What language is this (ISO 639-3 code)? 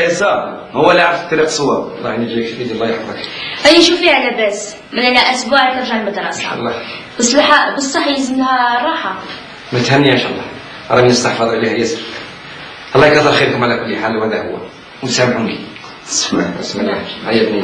arq